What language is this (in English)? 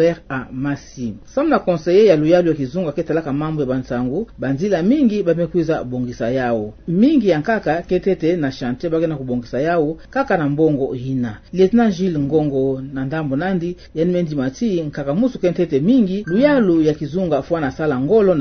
Kituba (Democratic Republic of Congo)